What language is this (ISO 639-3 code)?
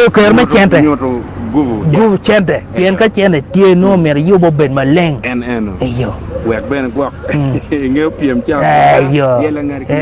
ach